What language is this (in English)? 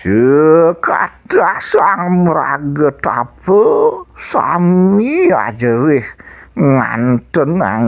Balinese